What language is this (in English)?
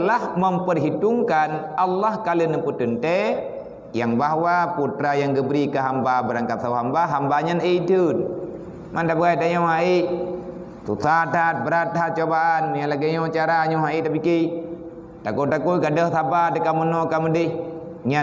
Achinese